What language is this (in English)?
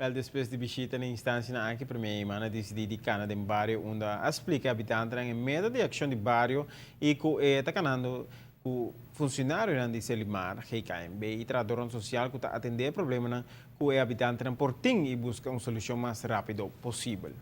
Papiamento